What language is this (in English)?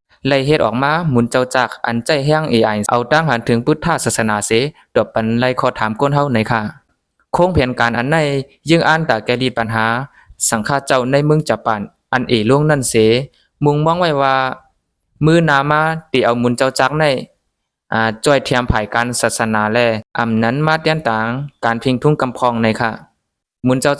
Shan